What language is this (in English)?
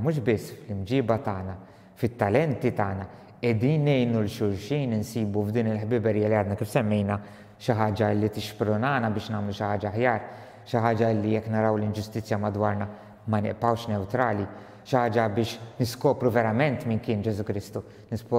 Maltese